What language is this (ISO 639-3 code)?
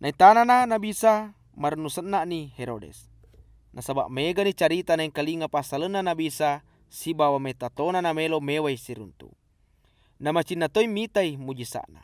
bug